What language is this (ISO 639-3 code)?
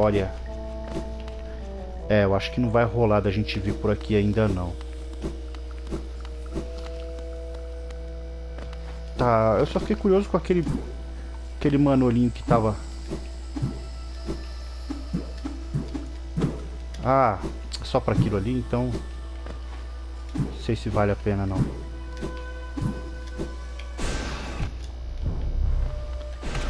por